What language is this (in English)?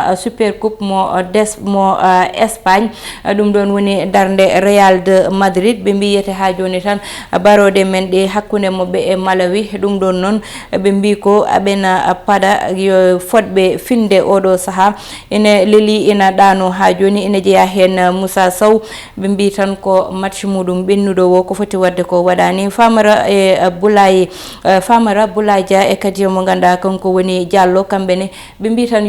Fula